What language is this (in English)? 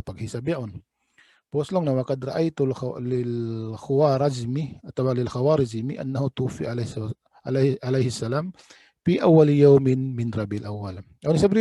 Tausug